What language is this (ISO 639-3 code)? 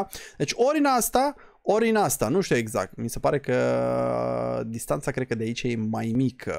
ron